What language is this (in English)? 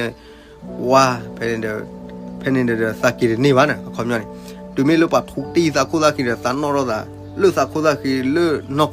S'gaw Karen